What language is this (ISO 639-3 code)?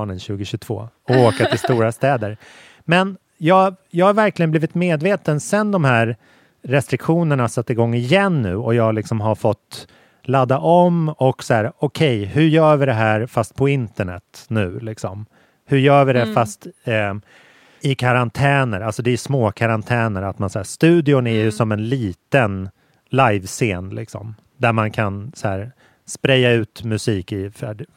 swe